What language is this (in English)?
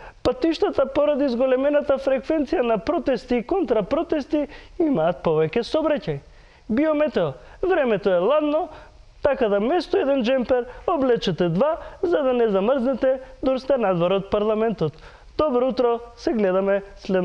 Macedonian